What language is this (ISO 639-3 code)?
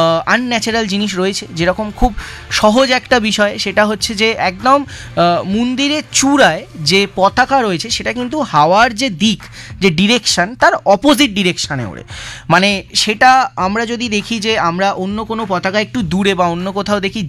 ben